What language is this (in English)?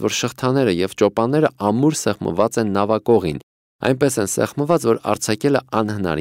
Armenian